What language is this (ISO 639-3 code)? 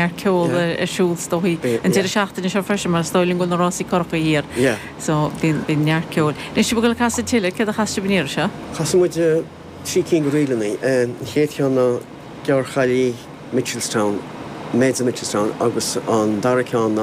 gle